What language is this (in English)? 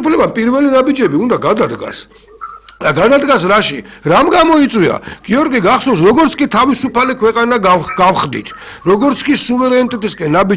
Georgian